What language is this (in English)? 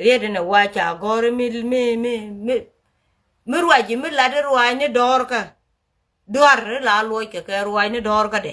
Nuer